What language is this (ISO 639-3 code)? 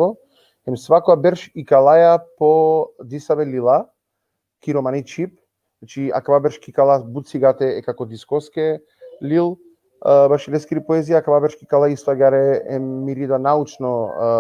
rmn